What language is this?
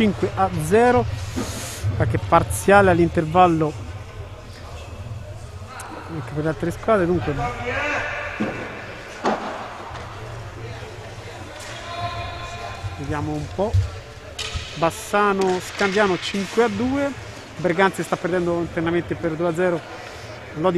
Italian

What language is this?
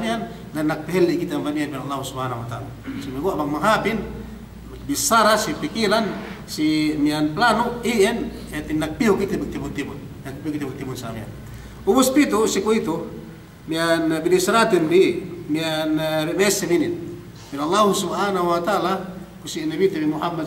Yakan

